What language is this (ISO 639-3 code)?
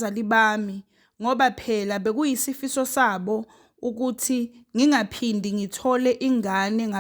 zul